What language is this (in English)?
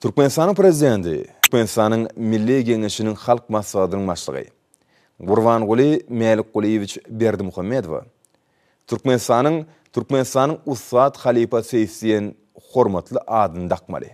Turkmen